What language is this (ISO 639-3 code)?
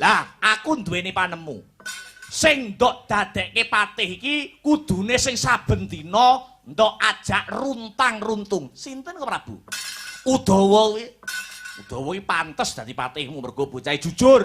jav